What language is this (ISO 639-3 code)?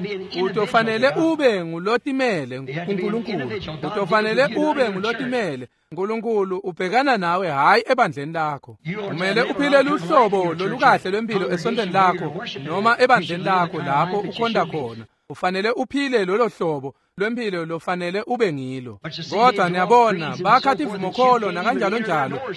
ssw